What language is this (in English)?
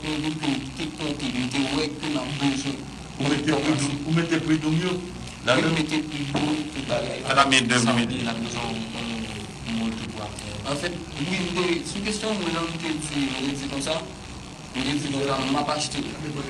Haitian Creole